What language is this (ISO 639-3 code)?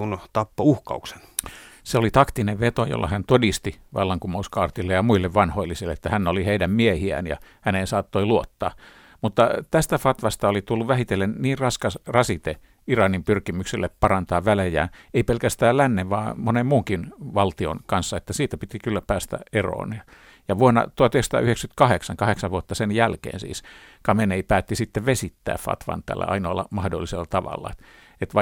fin